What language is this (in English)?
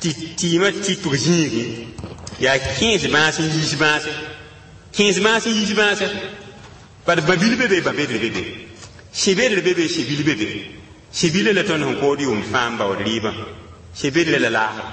Mossi